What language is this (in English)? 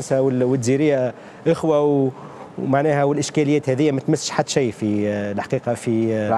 Tunisian Arabic